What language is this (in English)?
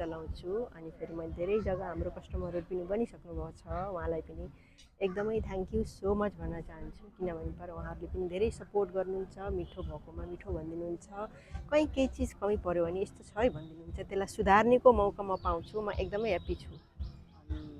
Nepali